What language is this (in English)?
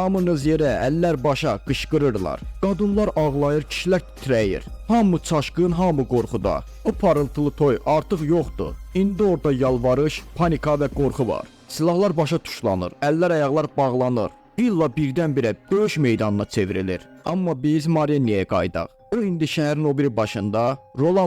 Azerbaijani